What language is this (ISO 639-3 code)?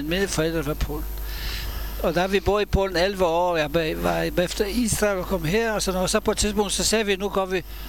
dan